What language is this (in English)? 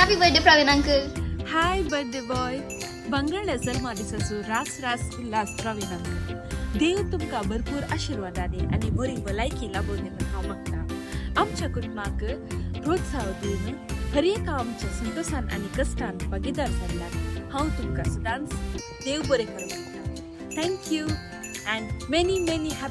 Konkani